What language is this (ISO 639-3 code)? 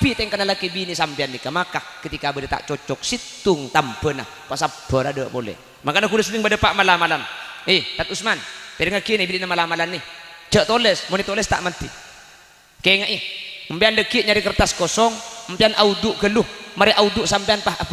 mad